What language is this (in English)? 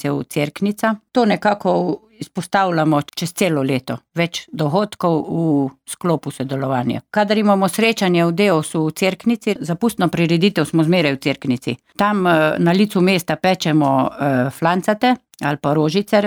Slovenian